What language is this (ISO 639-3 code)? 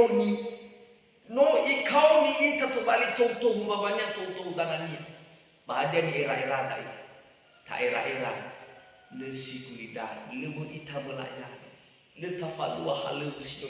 nia